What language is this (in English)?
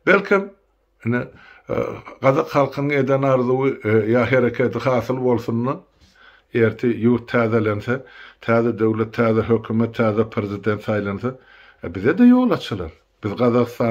Turkmen